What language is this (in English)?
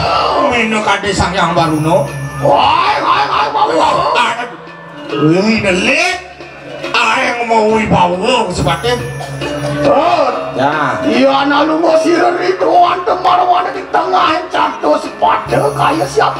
Balinese